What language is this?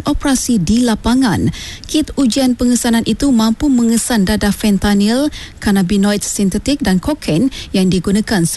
Malay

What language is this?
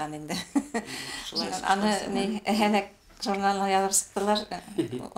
Bashkir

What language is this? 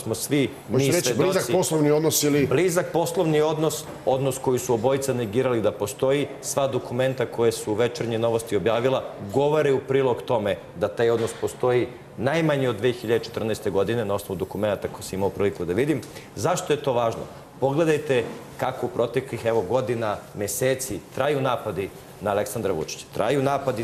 Serbian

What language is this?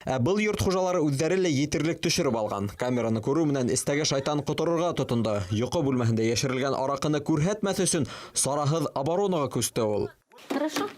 Bashkir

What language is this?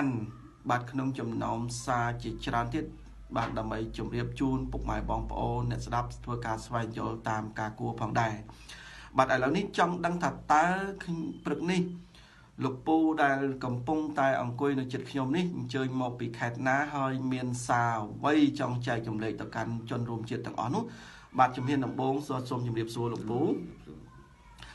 Khmer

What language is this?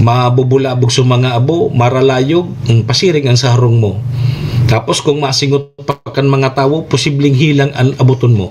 Bikol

